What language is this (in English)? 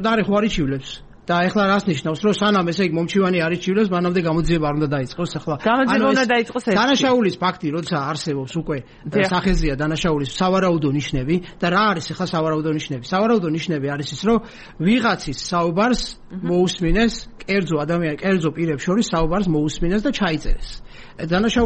Georgian